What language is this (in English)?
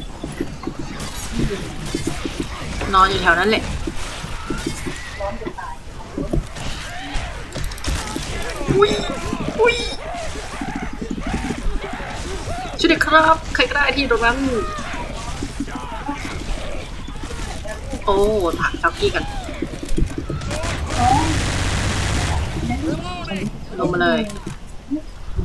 Thai